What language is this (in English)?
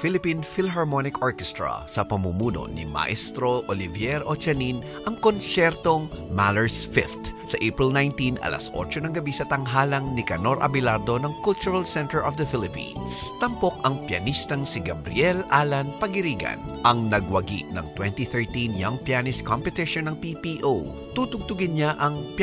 Filipino